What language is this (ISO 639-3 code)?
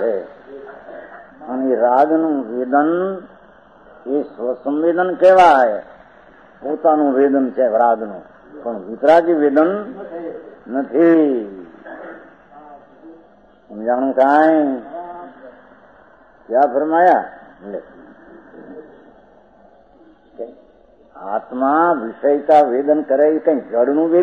guj